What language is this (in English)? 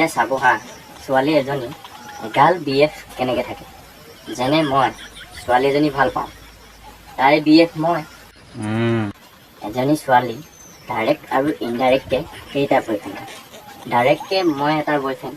Assamese